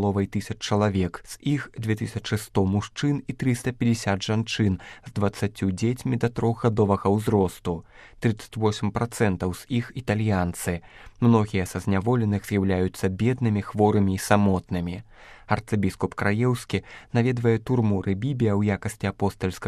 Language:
Belarusian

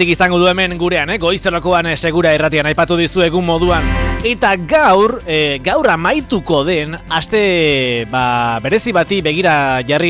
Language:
Basque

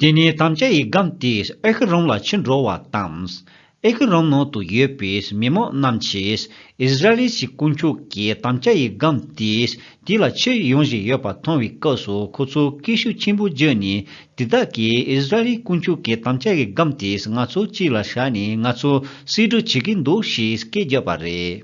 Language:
Tibetan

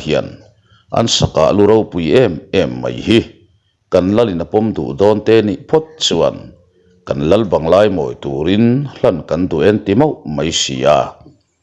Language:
Mizo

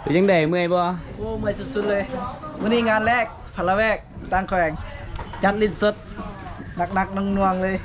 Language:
Lao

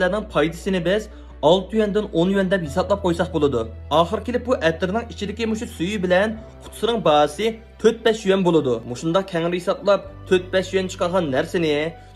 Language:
Uyghur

